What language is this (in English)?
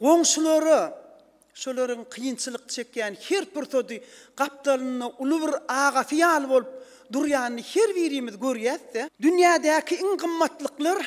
Turkmen